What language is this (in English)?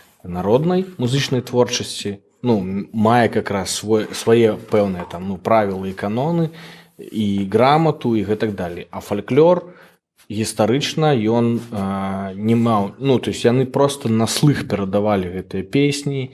Belarusian